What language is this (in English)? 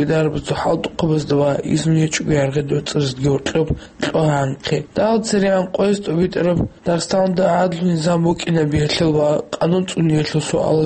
Avaric